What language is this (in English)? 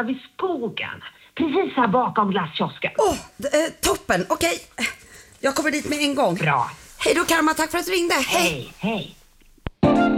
Swedish